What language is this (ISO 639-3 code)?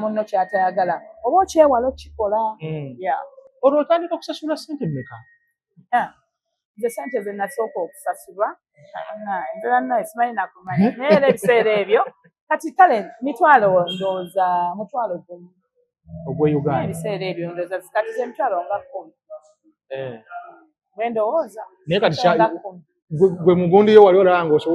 lug